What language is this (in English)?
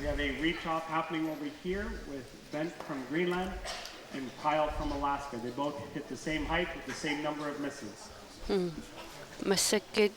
Kalaallisut